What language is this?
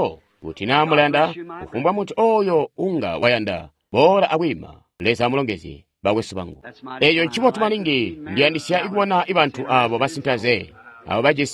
Tonga (Zambia)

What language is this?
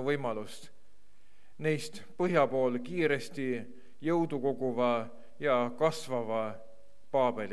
Estonian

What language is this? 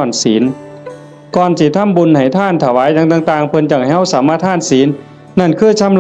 Northeastern Thai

